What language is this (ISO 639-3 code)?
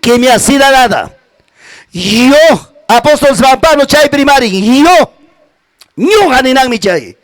quy